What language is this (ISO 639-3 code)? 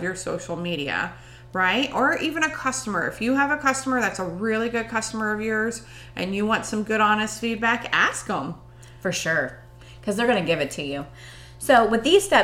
eng